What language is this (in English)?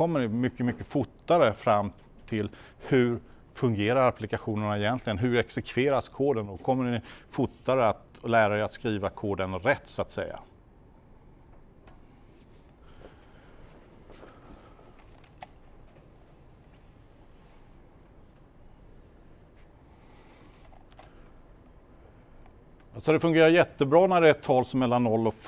Swedish